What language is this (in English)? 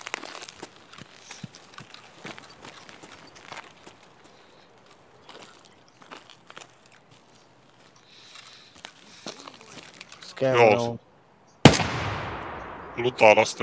Romanian